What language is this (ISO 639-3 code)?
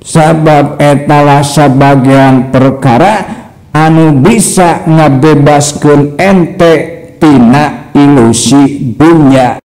sun